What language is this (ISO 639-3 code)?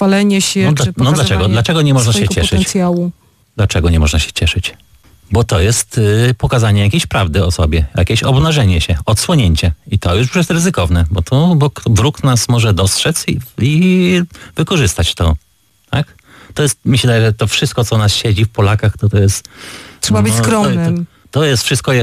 pol